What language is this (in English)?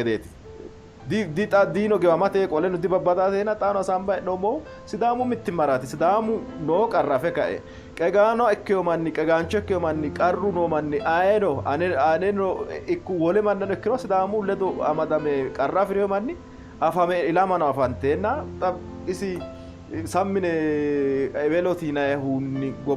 Sidamo